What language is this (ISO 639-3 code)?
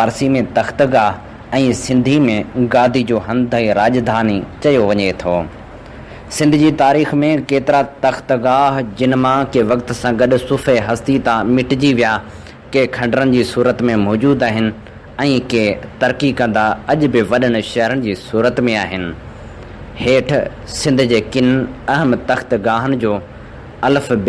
snd